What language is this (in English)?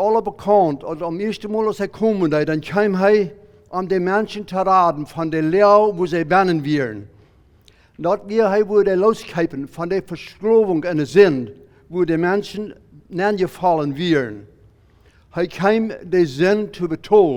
Plautdietsch